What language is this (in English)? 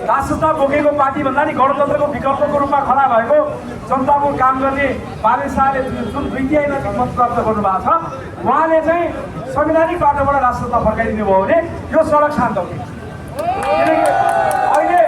Nepali